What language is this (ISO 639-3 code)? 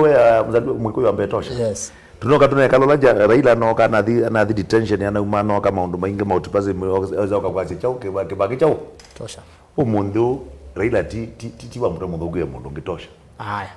kam